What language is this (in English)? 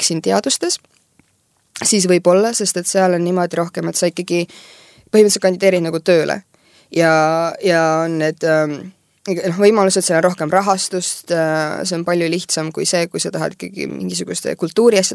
Estonian